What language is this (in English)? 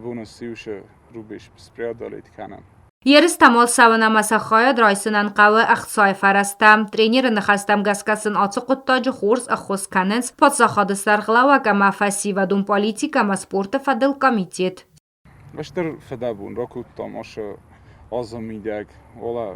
Ossetic